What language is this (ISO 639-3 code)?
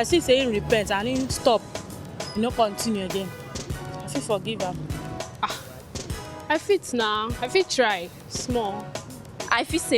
pcm